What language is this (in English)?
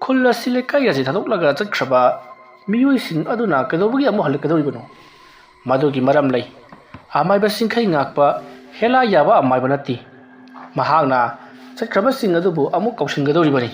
Manipuri